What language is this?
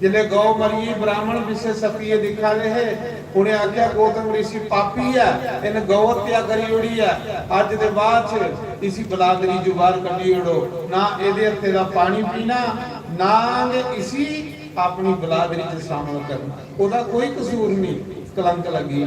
Dogri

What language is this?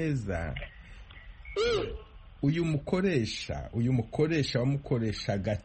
Kinyarwanda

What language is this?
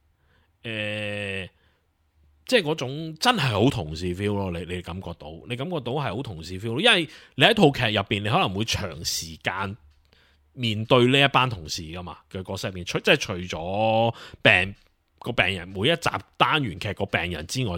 Cantonese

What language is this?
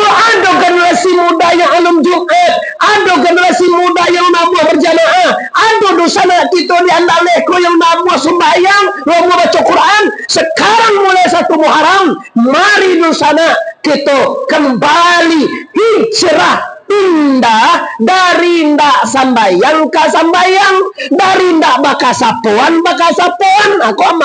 Minangkabau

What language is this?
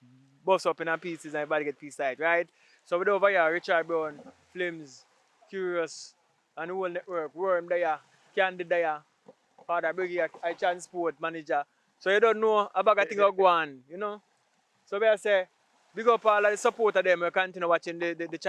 Jamaican Creole English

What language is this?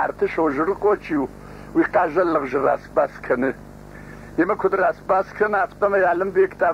Ossetic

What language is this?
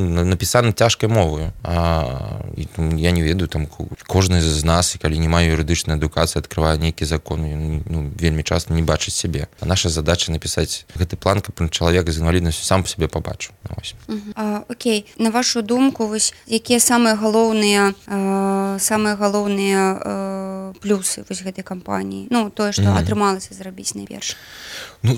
Belarusian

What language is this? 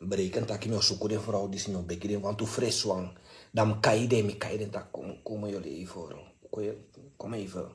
Sranan Tongo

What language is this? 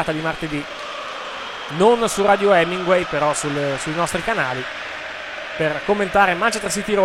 Italian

